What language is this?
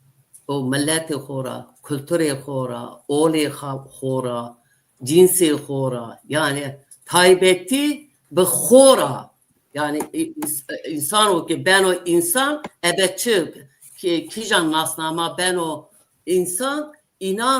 Zaza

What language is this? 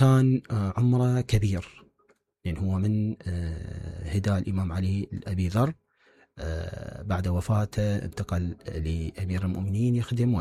Mesopotamian Arabic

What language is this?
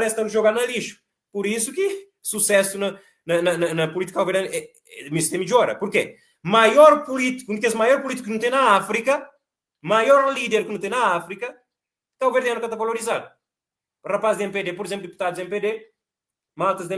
Kabuverdianu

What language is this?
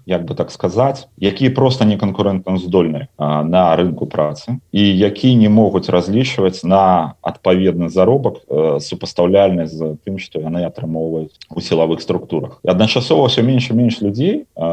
Belarusian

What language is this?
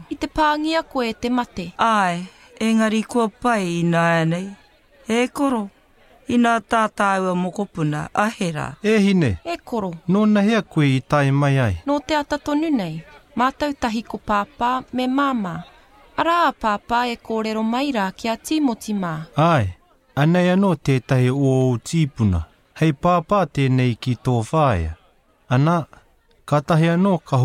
Māori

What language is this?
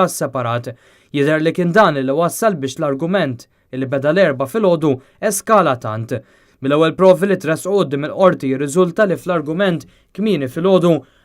Maltese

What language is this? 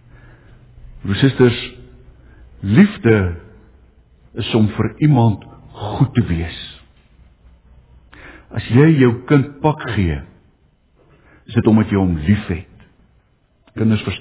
Afrikaans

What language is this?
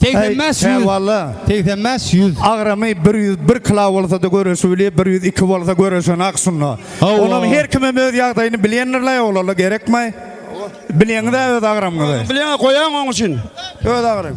Turkmen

